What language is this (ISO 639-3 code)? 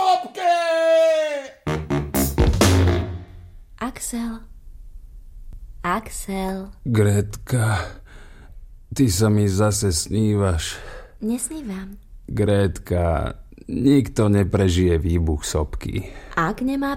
slk